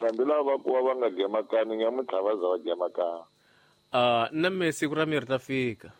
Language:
Tsonga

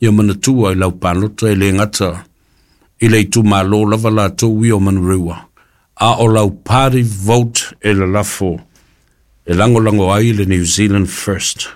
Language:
Samoan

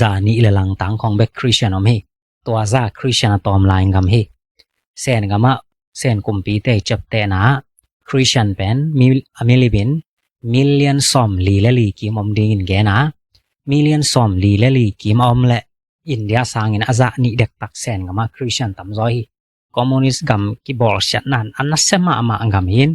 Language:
Tedim Chin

